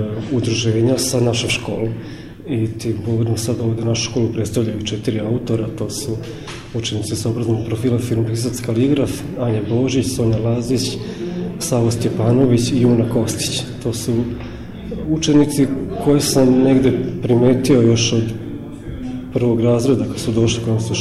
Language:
Serbian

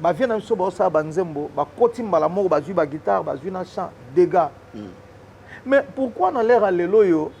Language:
Lingala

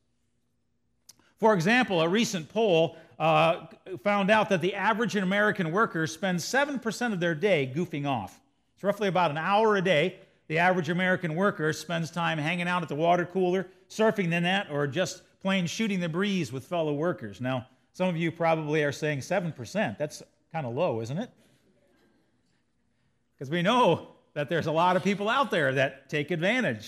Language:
English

